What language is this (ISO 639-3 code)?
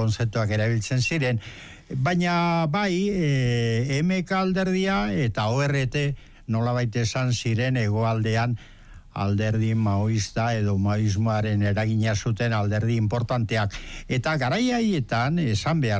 eus